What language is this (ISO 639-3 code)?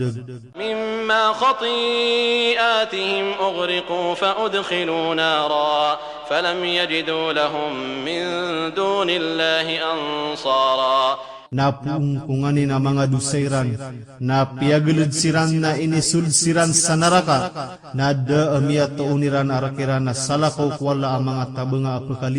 mrw